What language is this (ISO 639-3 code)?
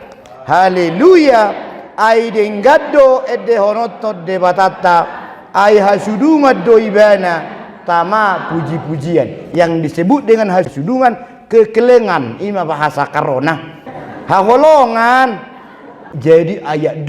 bbc